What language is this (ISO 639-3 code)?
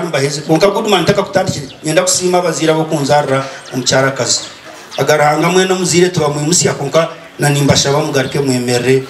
nyn